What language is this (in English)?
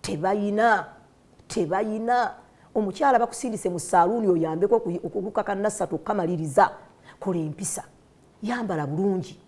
Ganda